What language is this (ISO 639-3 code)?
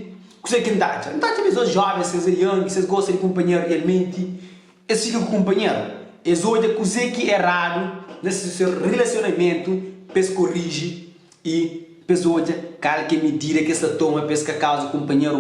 kea